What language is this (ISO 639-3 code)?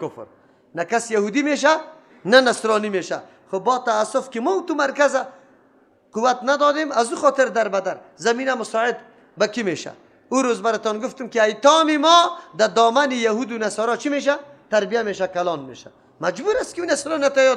fas